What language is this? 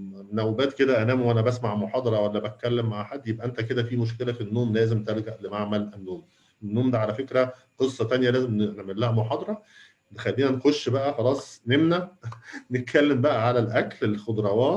Egyptian Arabic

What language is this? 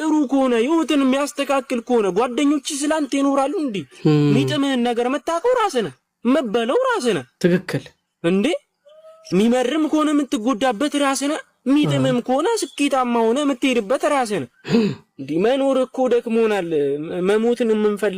Amharic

